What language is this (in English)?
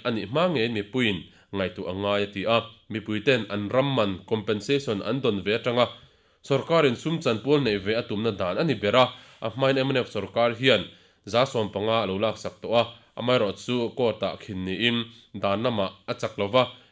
Mizo